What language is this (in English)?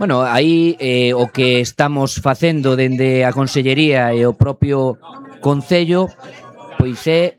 Galician